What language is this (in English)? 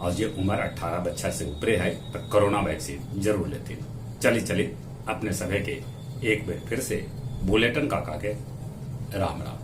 Magahi